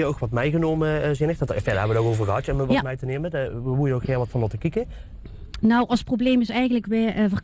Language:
Limburgish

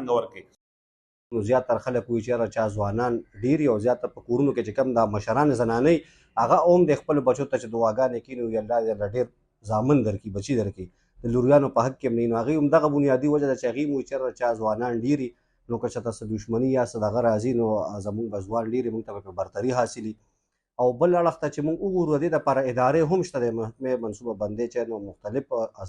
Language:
Pashto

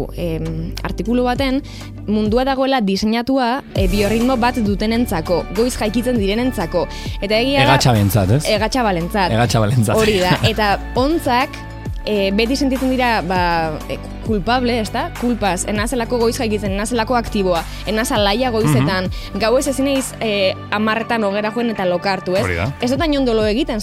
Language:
Basque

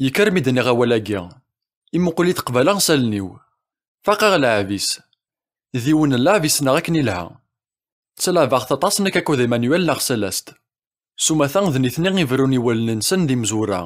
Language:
Kabyle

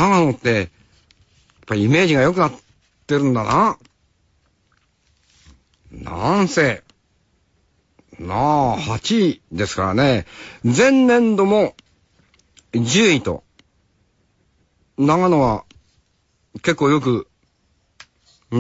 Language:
Japanese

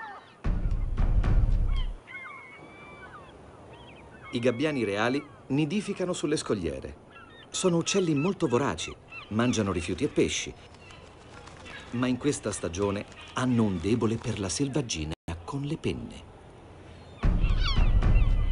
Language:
Italian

